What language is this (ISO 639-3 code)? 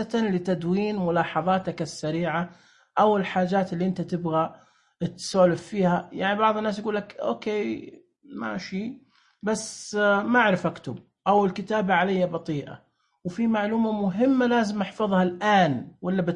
ars